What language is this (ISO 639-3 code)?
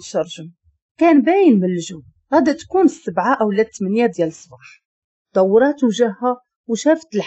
ary